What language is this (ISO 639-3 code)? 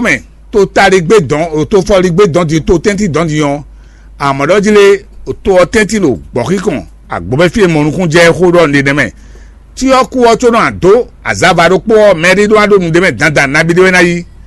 fon